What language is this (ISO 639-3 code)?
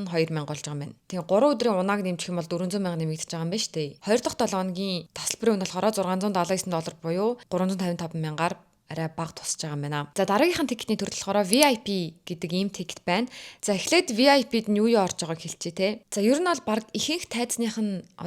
mon